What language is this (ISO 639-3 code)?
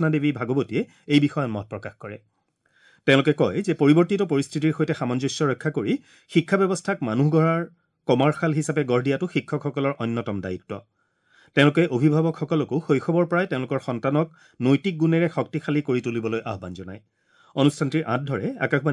asm